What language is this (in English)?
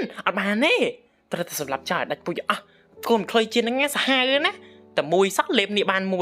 Khmer